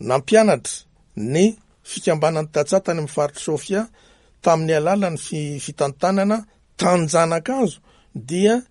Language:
Malagasy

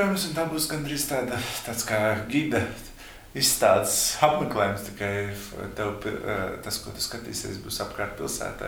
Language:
Latvian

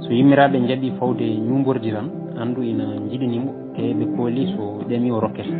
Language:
Fula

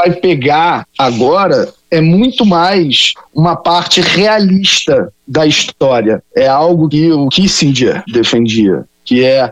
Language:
Portuguese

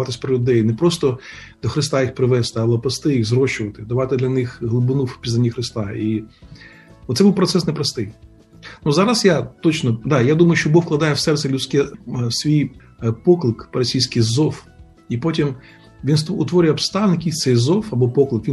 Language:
Ukrainian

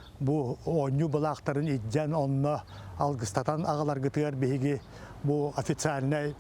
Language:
Yakut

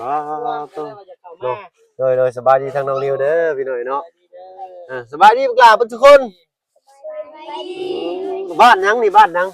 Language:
Lao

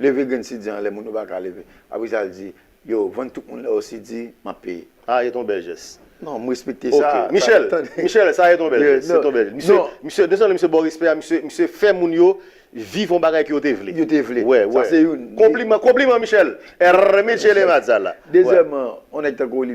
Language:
Haitian Creole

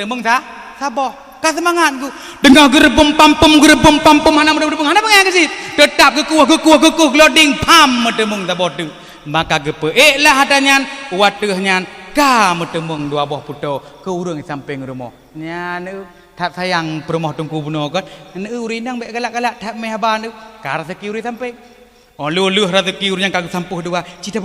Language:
Achinese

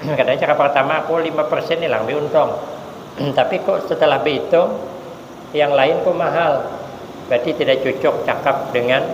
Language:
Banjar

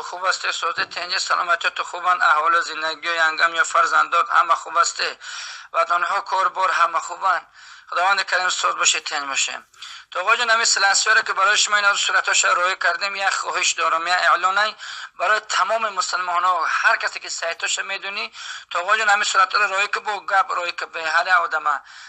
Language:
Tajik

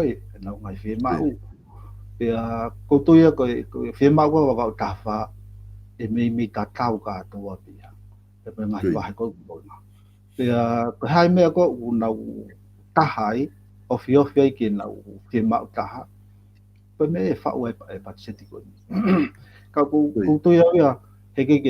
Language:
Tongan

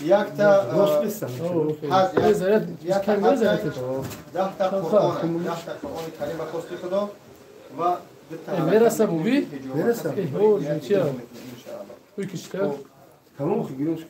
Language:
Tajik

